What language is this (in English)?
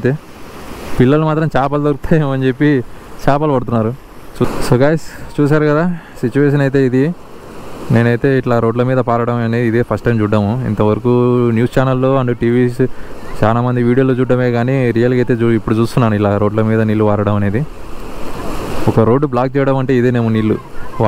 Telugu